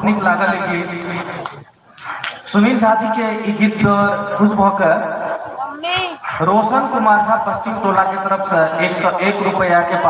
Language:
Maithili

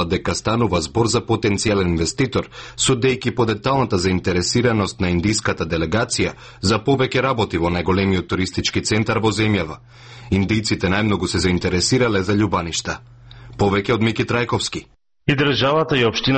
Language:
Macedonian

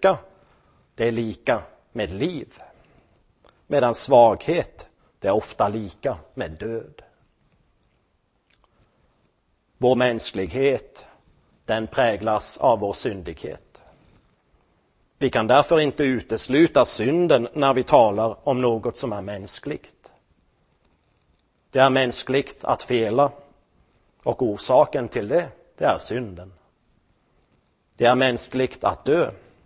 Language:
Swedish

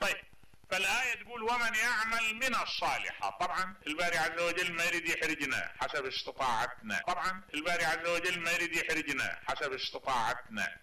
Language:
Mesopotamian Arabic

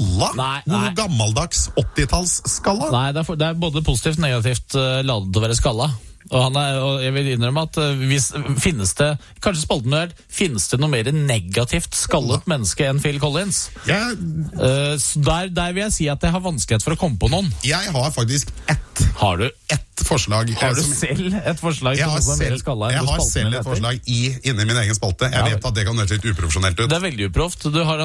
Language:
Norwegian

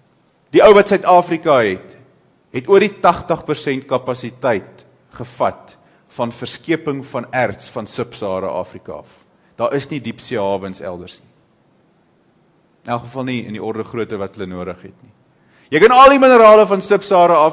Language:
Afrikaans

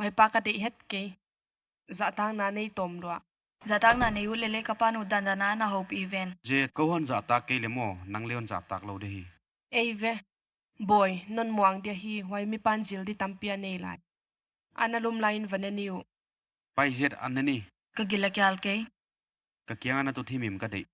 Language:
Paite Chin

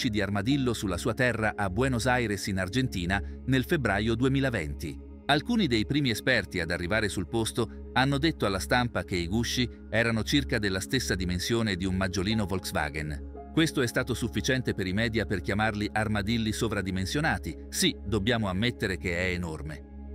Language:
Italian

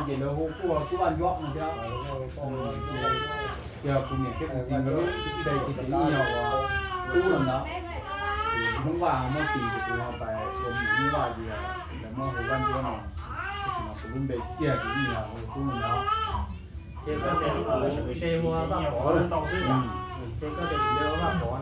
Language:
Vietnamese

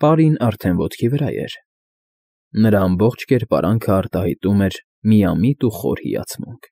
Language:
Armenian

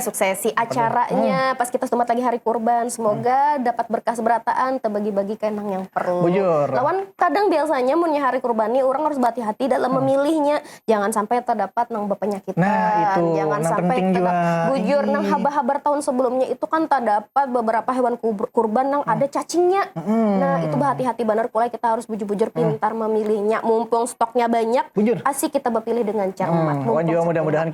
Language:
Banjar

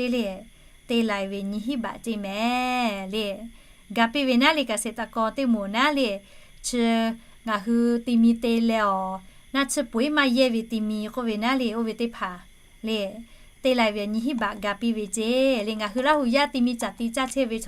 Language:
Lahu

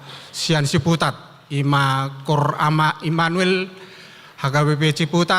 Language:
Batak Toba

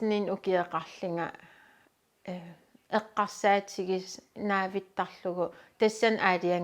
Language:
Kalaallisut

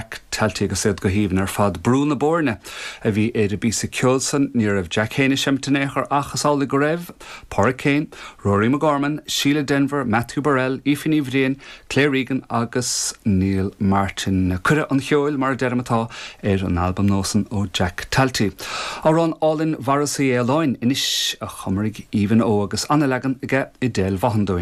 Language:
Irish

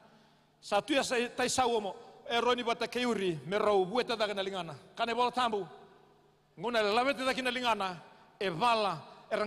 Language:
Fijian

